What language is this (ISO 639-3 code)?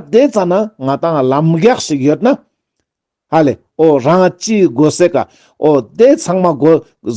lbj